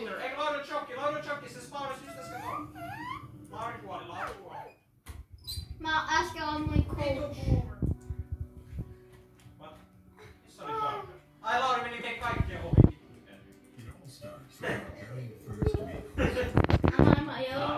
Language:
Finnish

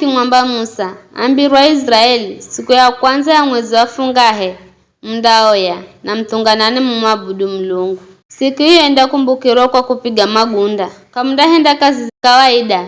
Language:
Giryama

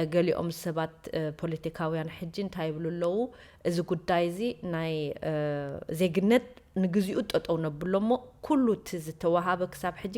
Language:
Tigrinya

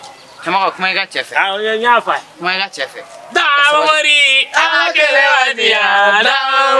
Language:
Bambara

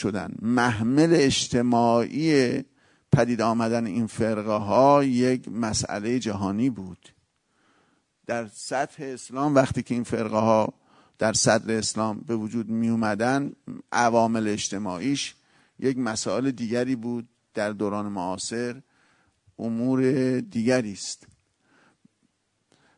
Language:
Persian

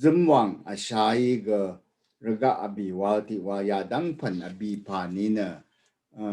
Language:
Rawang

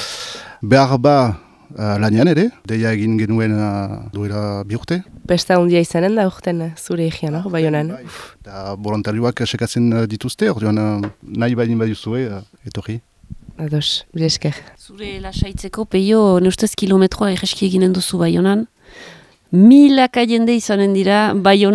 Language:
Basque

